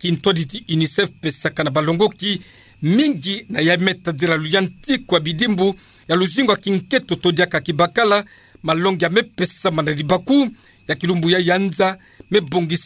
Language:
Kituba (Democratic Republic of Congo)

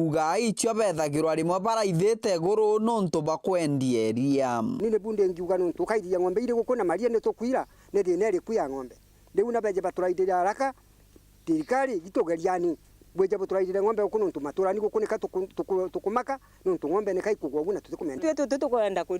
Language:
Meru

